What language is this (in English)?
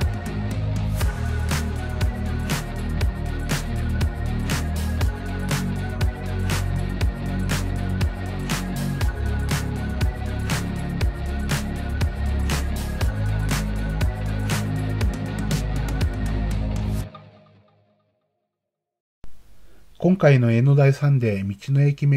Japanese